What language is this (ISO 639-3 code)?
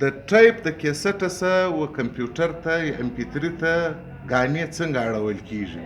pus